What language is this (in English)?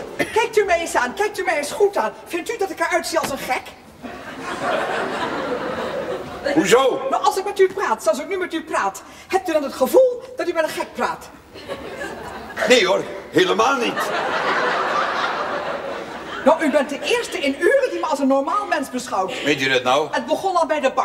Dutch